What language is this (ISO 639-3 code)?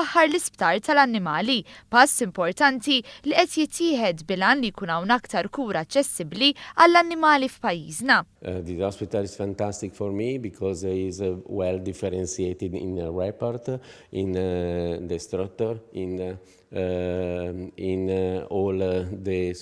mlt